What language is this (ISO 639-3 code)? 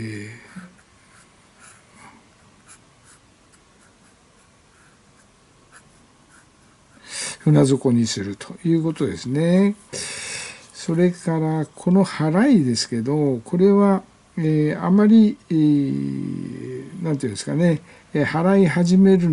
jpn